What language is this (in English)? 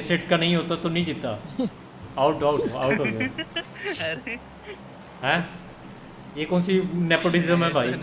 Hindi